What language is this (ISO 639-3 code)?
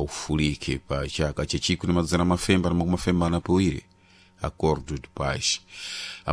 seh